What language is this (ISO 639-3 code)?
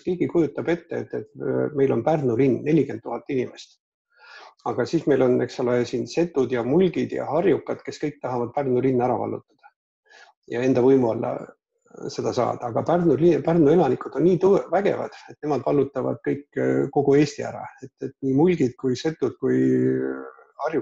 est